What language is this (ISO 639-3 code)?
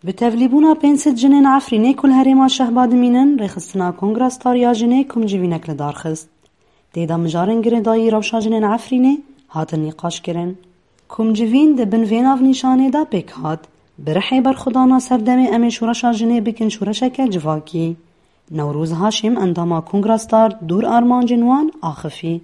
kur